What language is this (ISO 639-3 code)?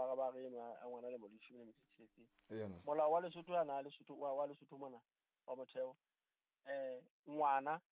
sot